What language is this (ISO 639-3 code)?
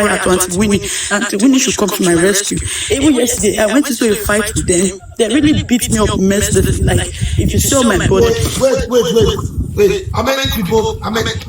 pcm